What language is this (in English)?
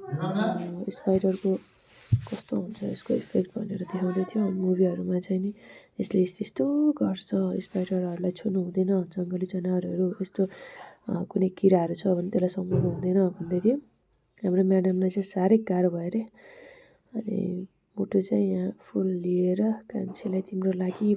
Nepali